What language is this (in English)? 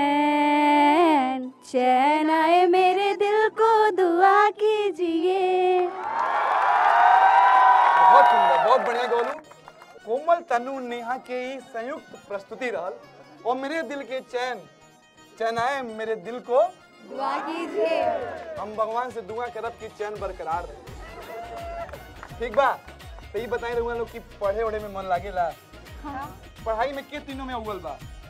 Bhojpuri